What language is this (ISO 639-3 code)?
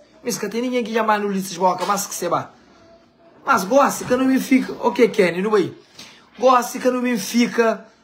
kea